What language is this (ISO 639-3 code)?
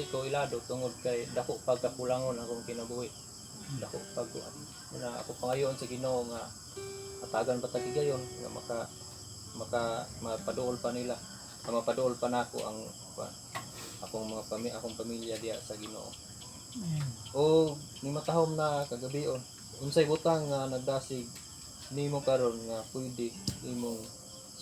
ceb